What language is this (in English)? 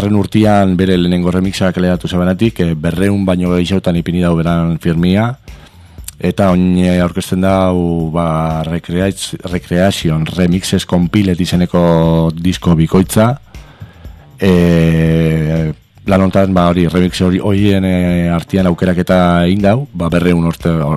Basque